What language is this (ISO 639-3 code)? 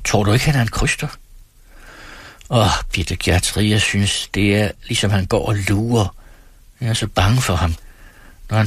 dan